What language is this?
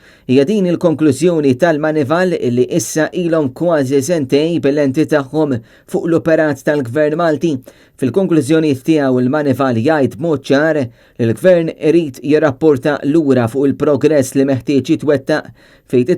Maltese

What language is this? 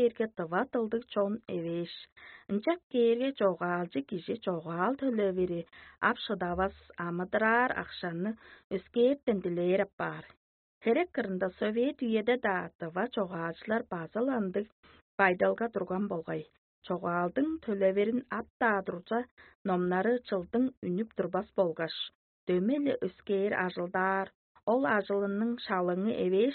Tuvinian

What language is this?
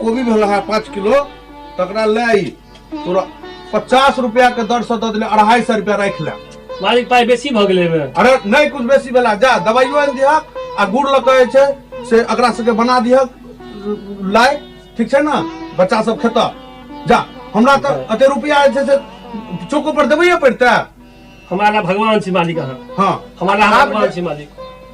Maithili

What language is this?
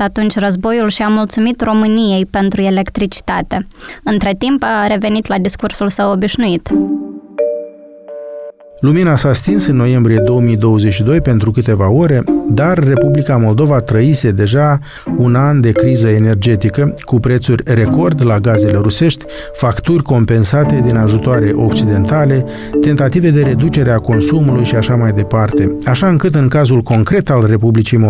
Romanian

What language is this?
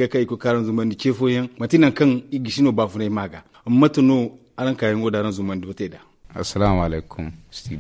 Zarma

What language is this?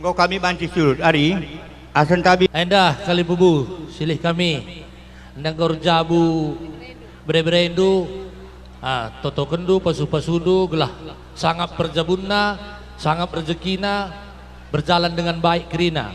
Batak Karo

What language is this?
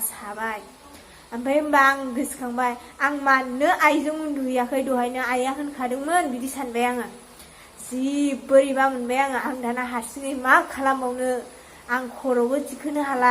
Bodo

